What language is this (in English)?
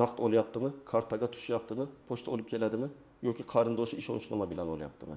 Uzbek